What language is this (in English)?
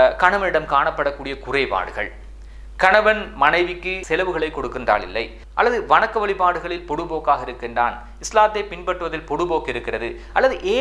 Tamil